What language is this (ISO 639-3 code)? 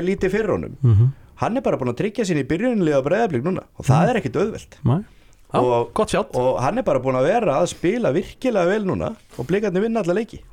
isl